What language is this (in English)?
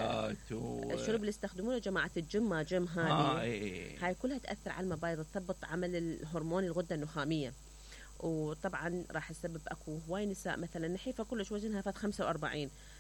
Mesopotamian Arabic